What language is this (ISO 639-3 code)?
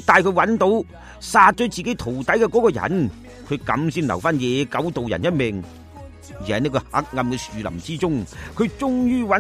yue